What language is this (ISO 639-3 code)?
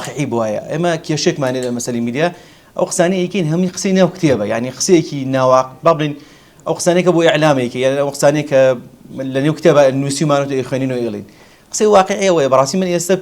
ckb